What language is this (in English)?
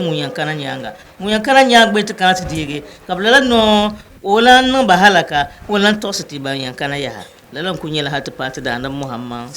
Dagbani